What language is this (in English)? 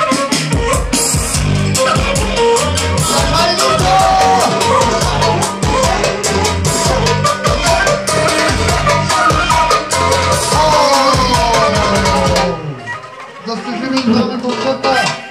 Bulgarian